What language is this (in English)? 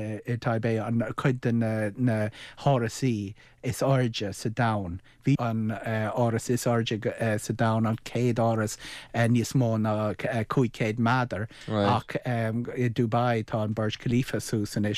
Irish